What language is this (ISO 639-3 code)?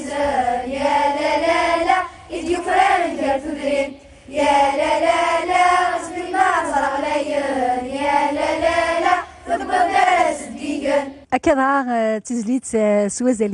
kab